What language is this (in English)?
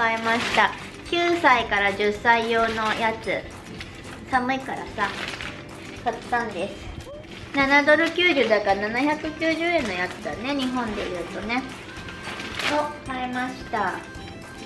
Japanese